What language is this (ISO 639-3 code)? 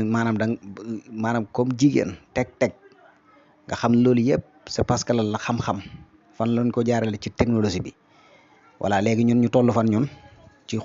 wol